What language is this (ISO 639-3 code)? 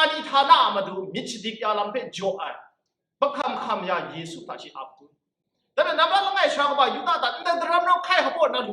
kac